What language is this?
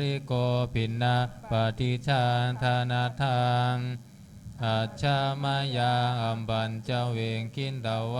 Pali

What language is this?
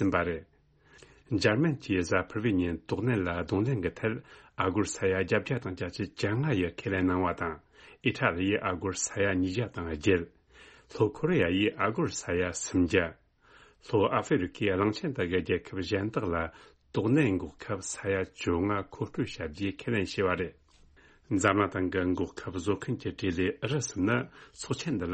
Tibetan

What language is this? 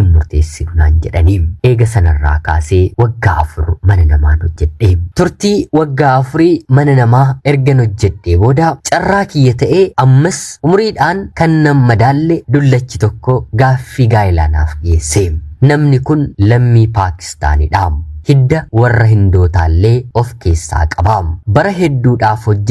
Oromo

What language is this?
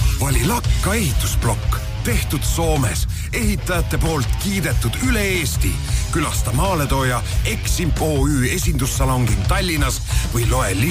Estonian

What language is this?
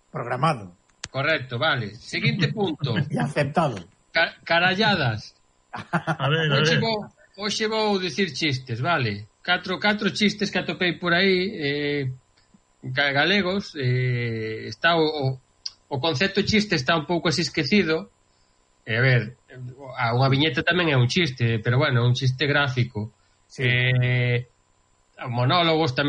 Galician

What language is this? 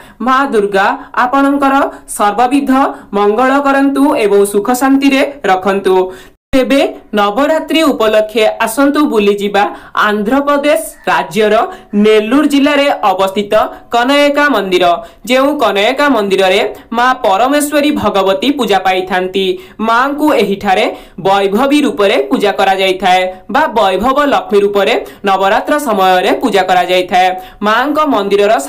Odia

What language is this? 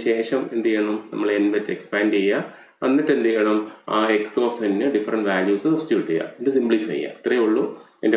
Malayalam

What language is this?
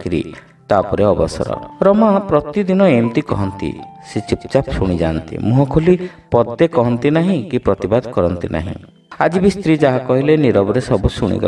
Odia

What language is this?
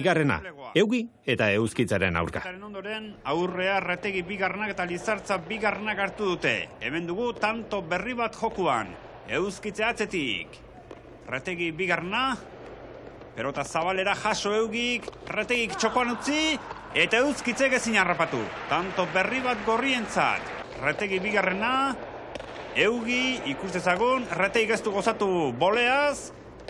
Basque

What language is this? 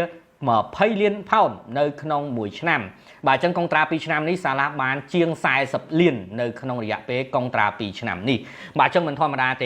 Khmer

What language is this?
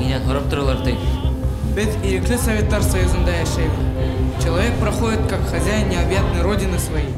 Bashkir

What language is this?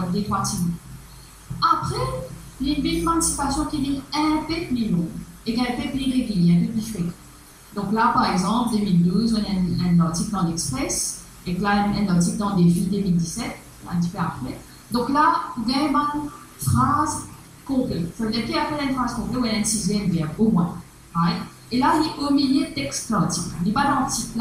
Morisyen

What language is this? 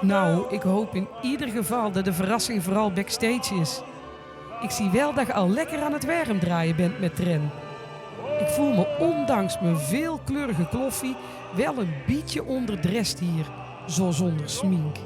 Limburgish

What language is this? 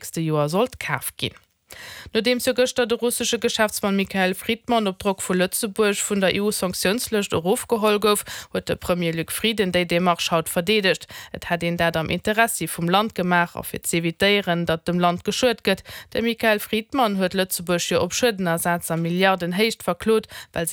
Luxembourgish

